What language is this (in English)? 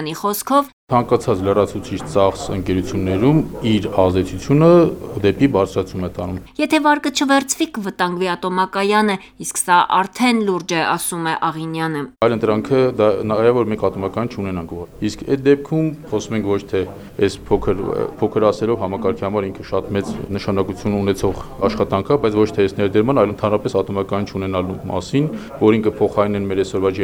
Armenian